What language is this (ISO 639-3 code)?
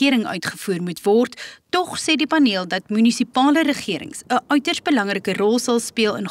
afr